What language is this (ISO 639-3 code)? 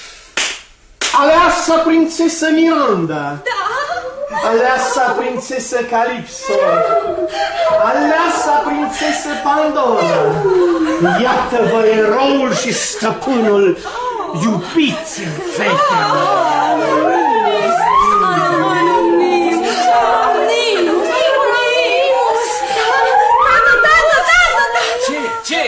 ron